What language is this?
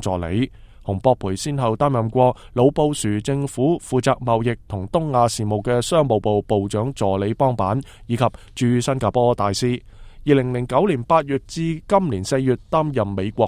Cantonese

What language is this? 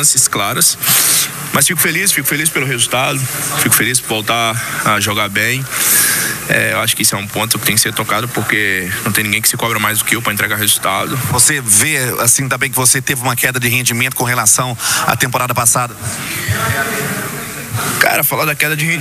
Portuguese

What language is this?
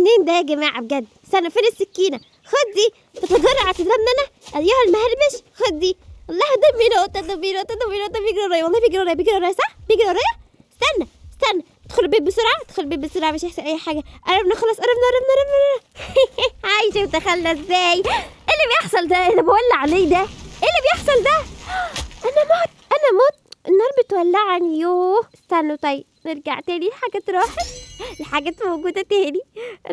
Egyptian Arabic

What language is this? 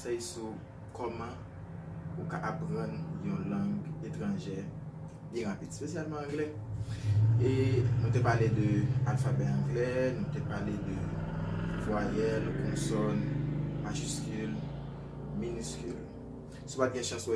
Haitian Creole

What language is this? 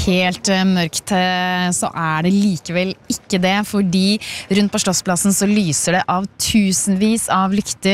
Norwegian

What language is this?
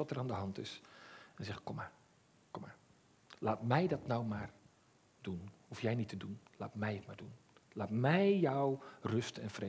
Dutch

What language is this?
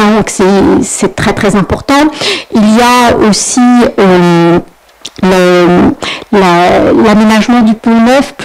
French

